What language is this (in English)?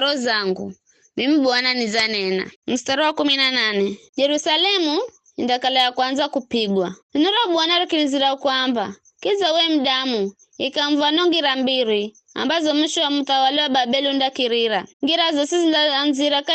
Giryama